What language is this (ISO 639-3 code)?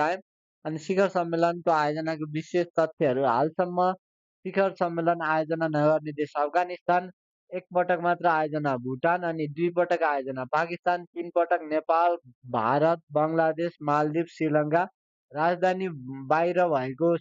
nep